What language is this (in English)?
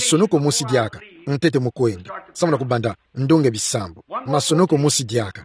Kituba (Democratic Republic of Congo)